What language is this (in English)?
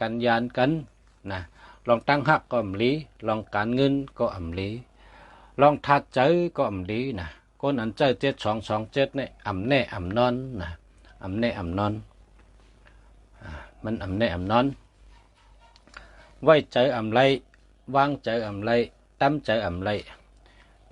Shan